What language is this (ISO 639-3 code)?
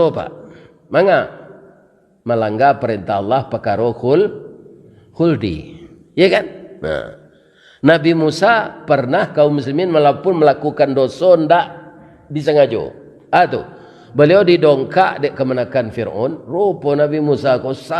min